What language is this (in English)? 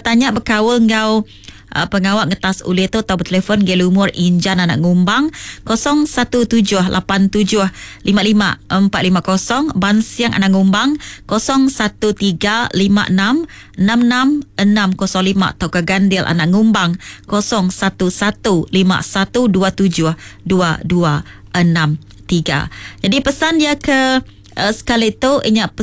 Iban